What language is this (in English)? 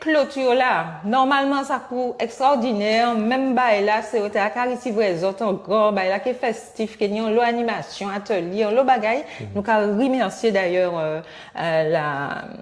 Guadeloupean Creole French